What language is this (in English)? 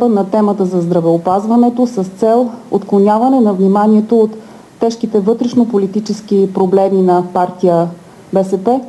Bulgarian